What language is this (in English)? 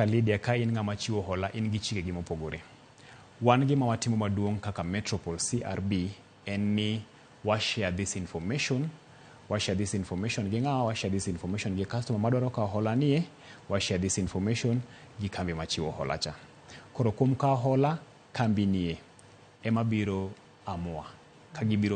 Luo (Kenya and Tanzania)